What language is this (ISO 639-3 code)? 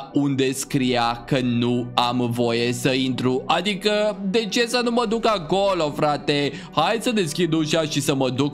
ron